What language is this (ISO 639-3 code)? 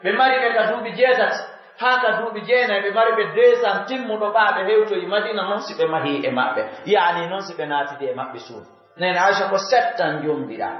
fuf